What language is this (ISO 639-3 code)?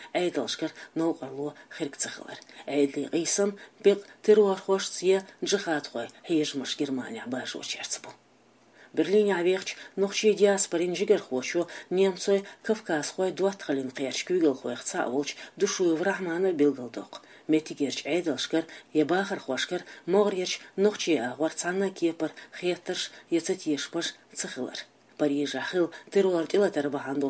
che